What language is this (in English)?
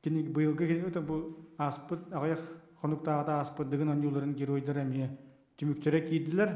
Yakut